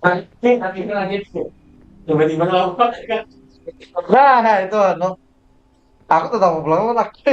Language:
Banjar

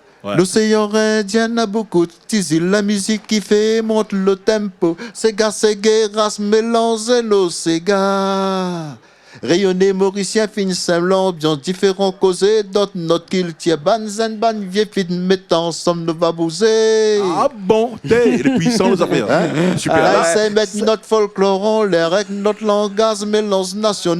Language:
Réunion Creole French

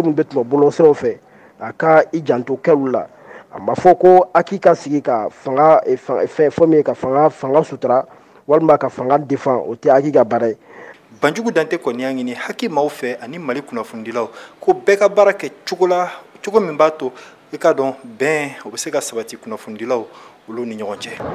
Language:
Bambara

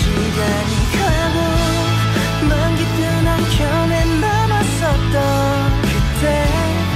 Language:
Korean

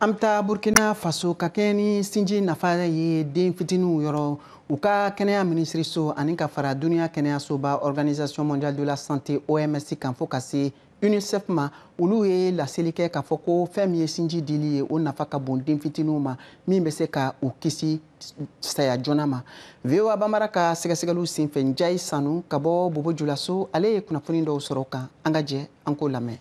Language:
Bambara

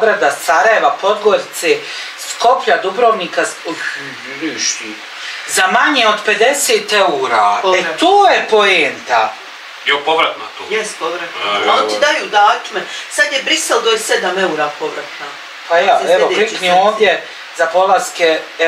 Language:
Bosnian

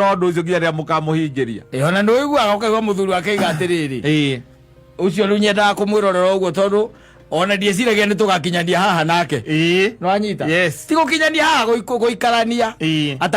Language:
Kikuyu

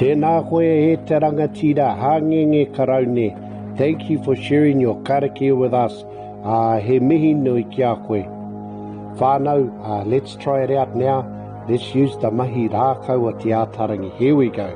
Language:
Māori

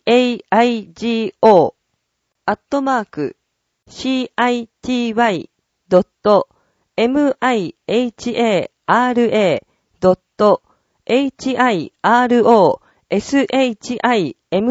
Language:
Japanese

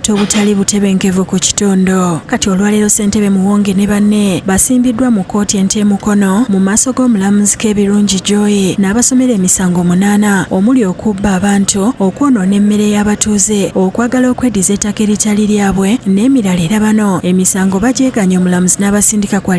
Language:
Ganda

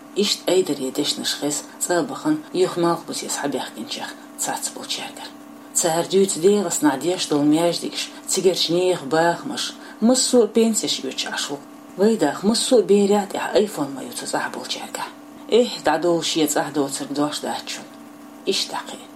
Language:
Chechen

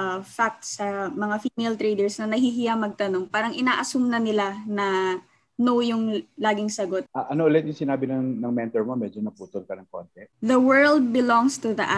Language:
Filipino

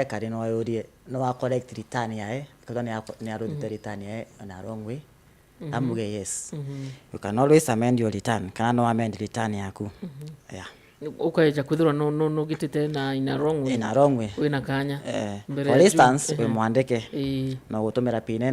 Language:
Meru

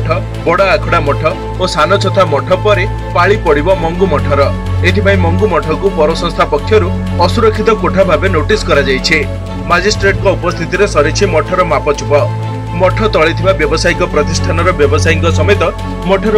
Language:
Odia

